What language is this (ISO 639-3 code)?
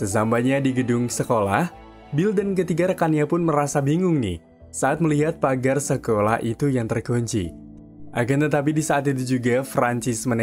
ind